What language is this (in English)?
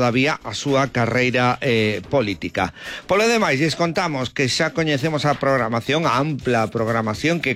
Galician